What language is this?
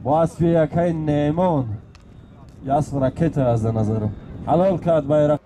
Tajik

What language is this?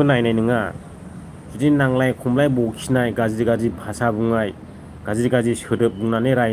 Bodo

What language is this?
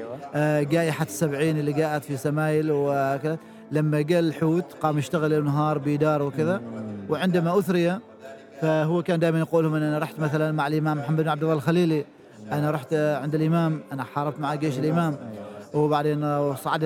Gulf Arabic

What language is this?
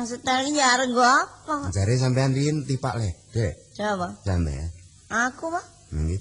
Javanese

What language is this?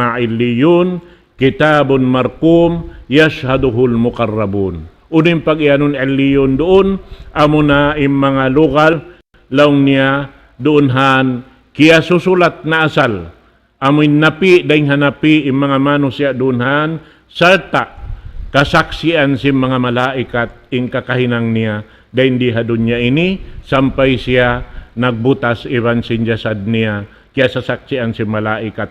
Tausug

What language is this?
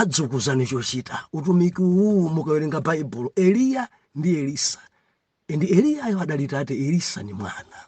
Nyanja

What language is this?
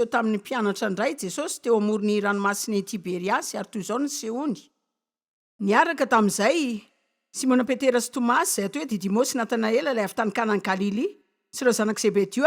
Malagasy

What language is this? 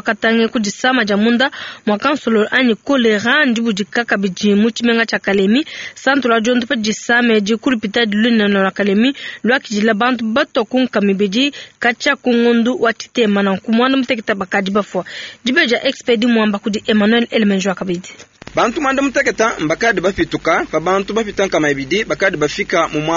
Luba-Lulua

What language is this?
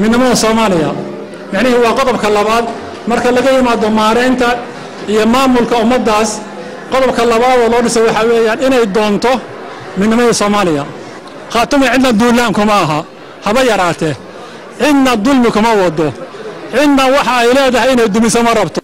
Somali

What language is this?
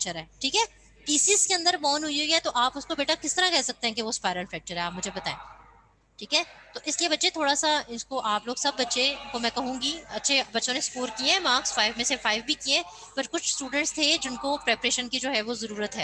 Hindi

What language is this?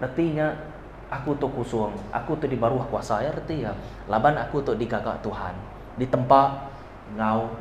Iban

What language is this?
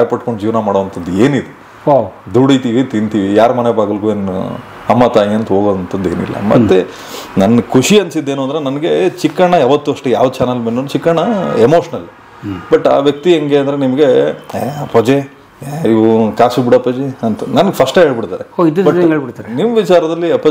Kannada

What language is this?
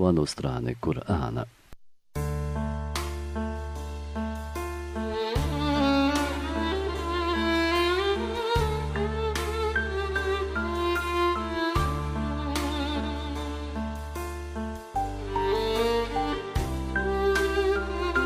Bosnian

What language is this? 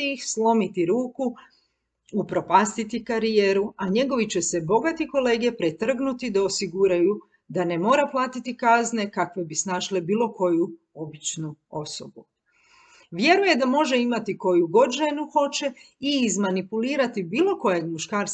Croatian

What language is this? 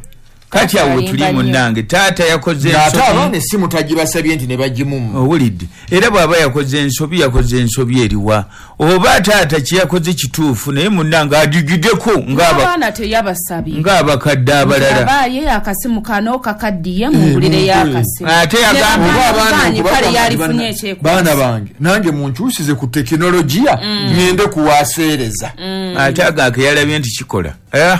Ganda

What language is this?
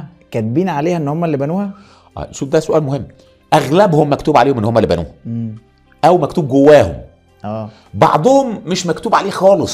Egyptian Arabic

